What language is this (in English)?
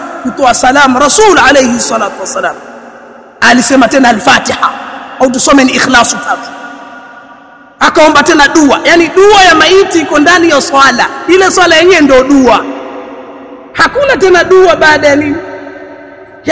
Swahili